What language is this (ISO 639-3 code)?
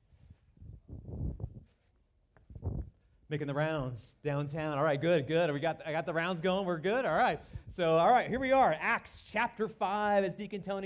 eng